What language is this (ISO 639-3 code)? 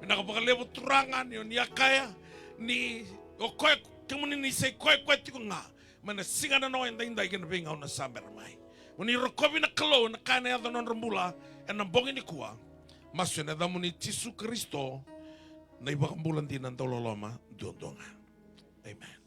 fij